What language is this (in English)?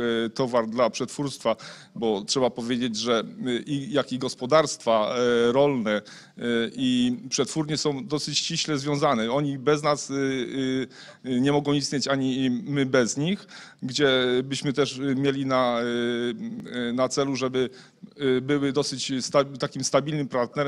Polish